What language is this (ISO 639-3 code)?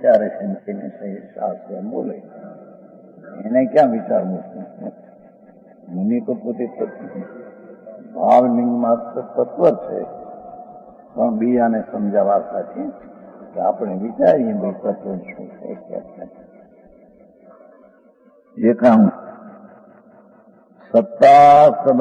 guj